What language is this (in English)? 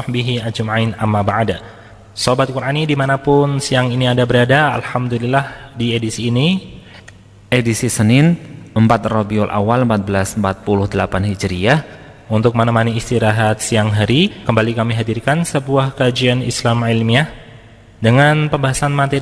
Indonesian